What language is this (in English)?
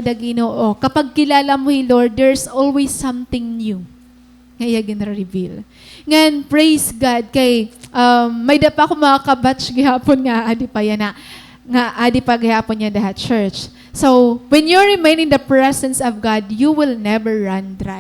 Waray